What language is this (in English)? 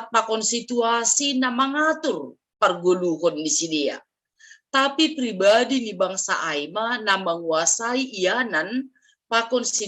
Batak Simalungun